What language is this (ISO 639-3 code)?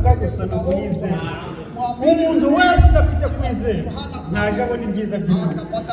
kin